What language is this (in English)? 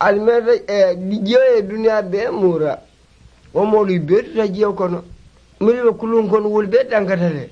Mandingo